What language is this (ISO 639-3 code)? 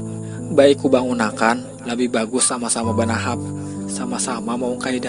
bjn